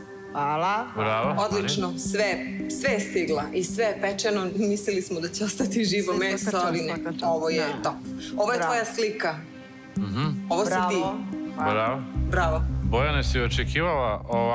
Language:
Serbian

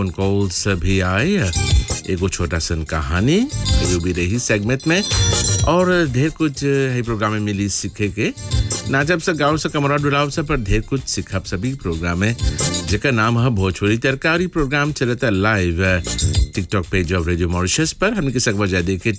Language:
Bhojpuri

